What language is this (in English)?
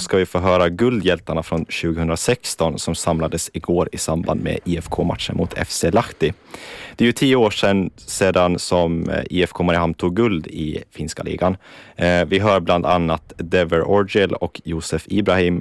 Swedish